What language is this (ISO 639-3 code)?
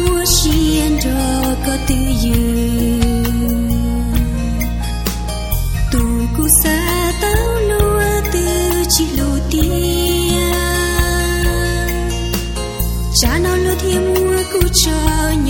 vie